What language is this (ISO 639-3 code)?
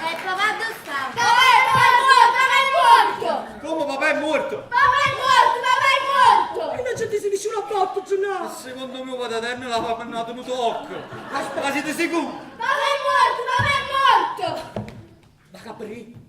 nap